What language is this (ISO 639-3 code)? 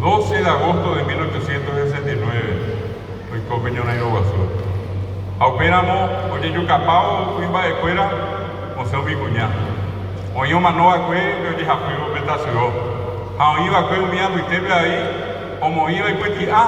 grn